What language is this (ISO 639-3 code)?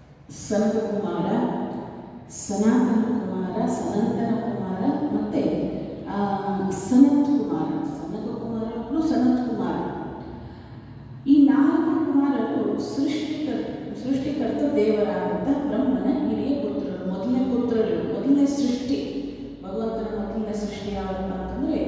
kan